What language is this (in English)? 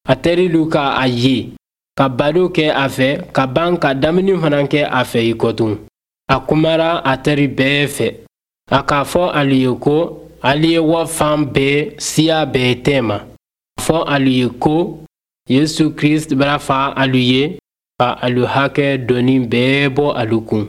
Bambara